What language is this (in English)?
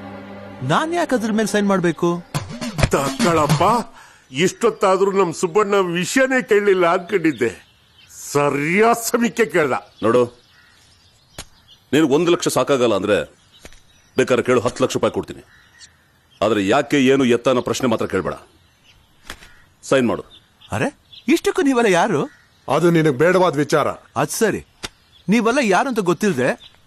Kannada